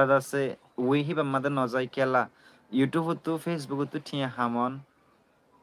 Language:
Rohingya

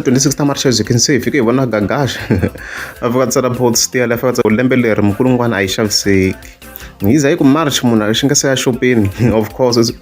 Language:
Tsonga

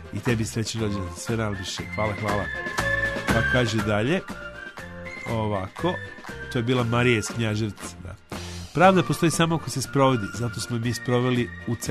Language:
Serbian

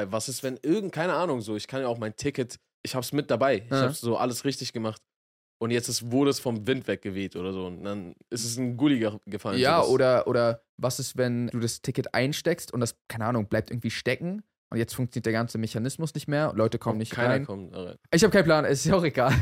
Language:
German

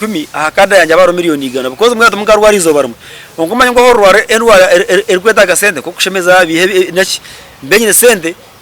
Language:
Nyankole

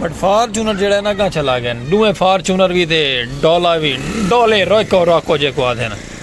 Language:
Saraiki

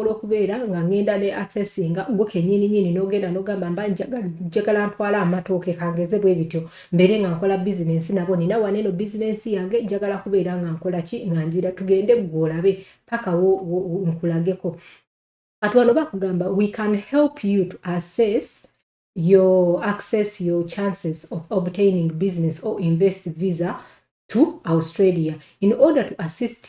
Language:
Ganda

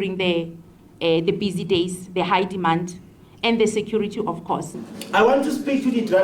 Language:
Venda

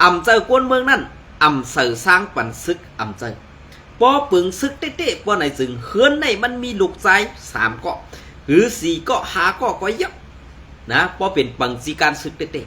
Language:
Shan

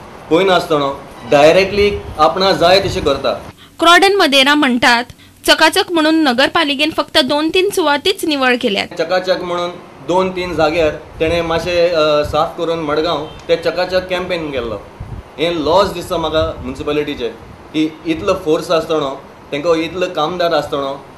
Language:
Konkani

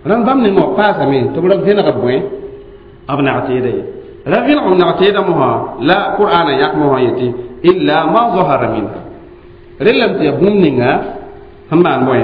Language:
Mossi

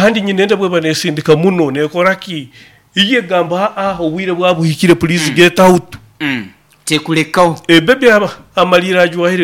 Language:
Nyoro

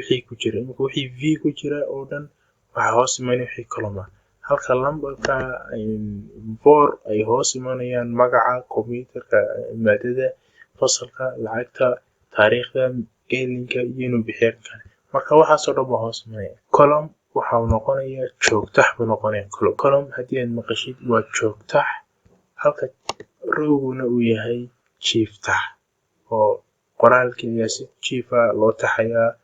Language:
Somali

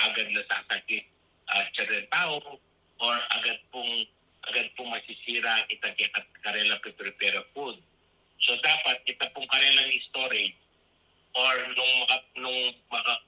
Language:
Pampanga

